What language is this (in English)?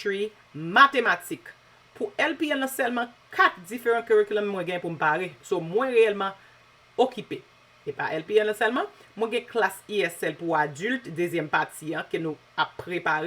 Haitian Creole